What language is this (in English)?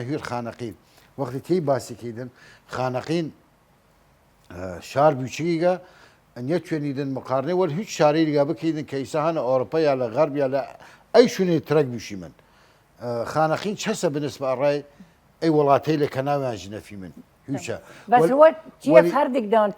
Southern Kurdish